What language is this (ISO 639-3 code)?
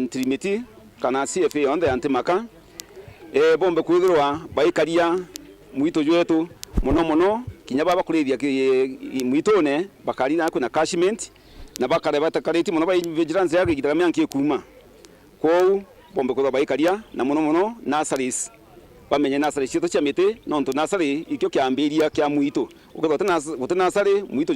mer